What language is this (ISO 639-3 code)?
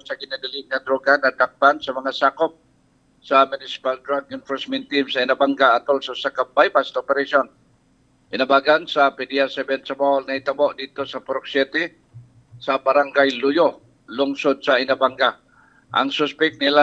ceb